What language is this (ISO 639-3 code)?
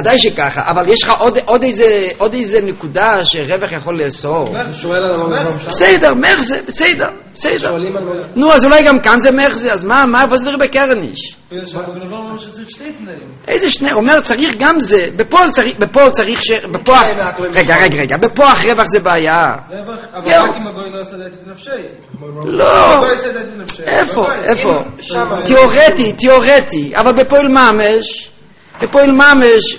heb